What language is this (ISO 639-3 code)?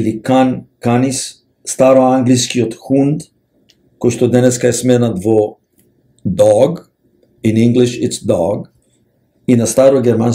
mkd